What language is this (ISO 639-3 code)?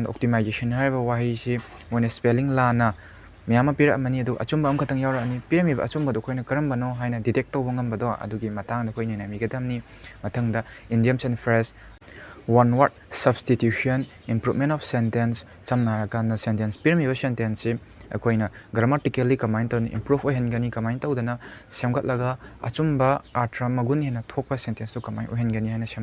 mni